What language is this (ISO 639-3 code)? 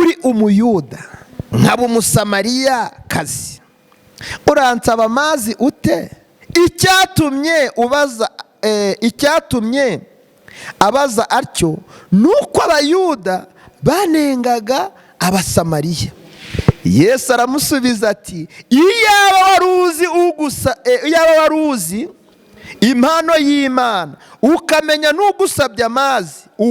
kin